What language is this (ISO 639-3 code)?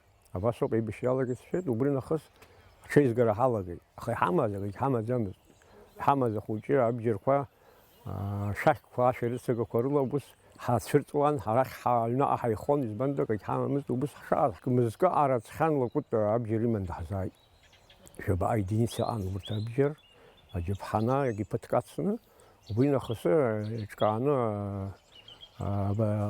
abk